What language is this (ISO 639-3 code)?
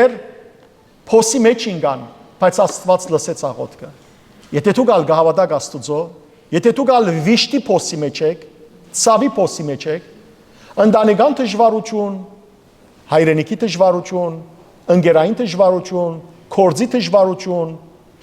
hyw